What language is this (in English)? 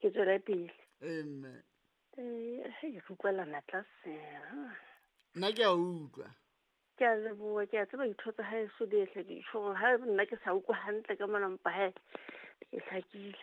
Southern Sotho